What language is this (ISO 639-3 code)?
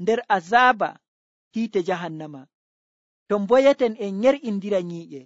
fuv